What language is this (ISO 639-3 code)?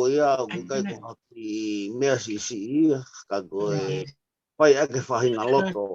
ton